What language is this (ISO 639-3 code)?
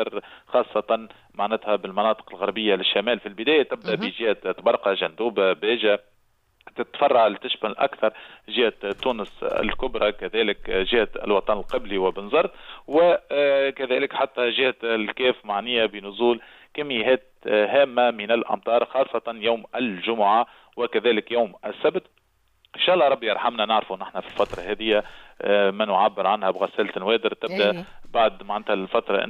aeb